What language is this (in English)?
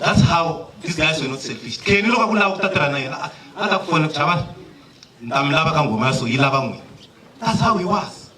Tsonga